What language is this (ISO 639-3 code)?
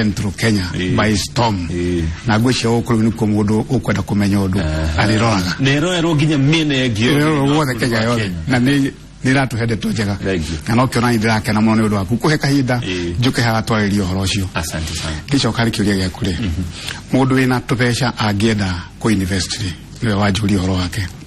kik